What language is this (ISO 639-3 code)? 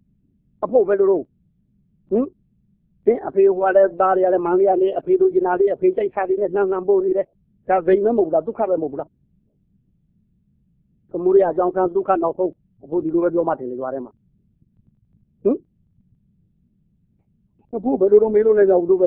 mya